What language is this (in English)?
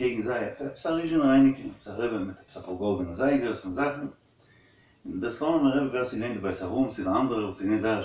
Yiddish